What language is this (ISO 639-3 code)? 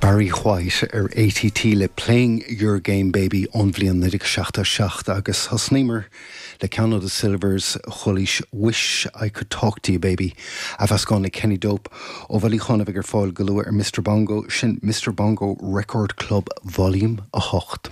gle